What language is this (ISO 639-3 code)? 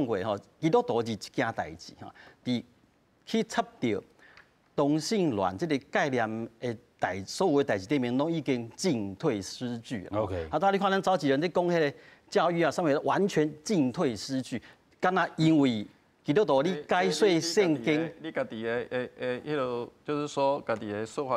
nan